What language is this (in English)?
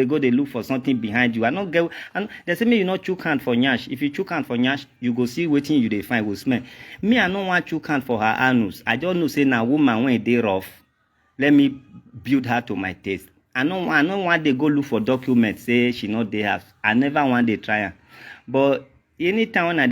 Nigerian Pidgin